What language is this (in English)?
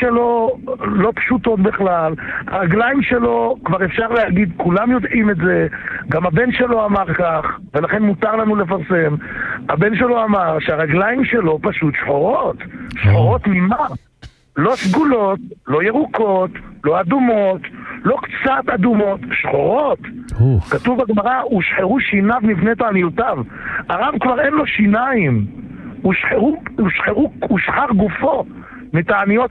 Hebrew